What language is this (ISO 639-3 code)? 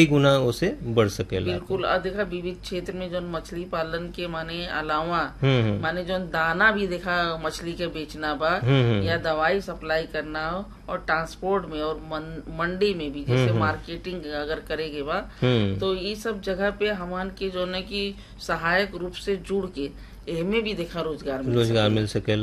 bho